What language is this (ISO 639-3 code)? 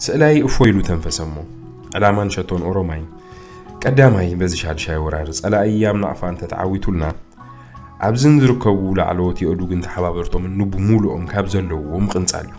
tir